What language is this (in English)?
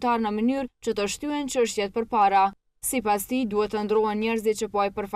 Albanian